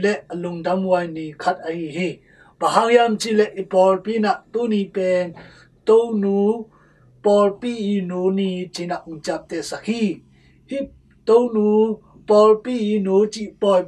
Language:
Tedim Chin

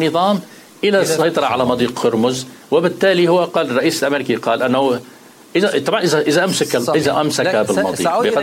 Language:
Arabic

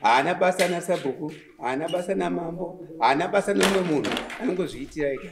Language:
Shona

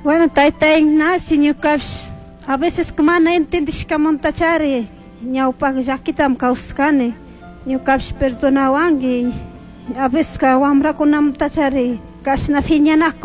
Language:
Chimborazo Highland Quichua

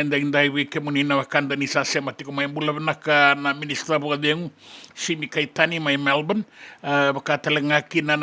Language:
Fijian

